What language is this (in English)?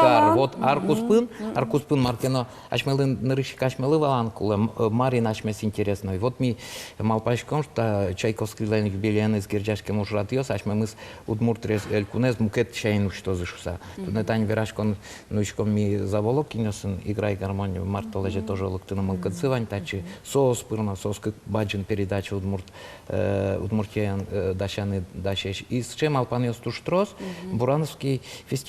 Udmurt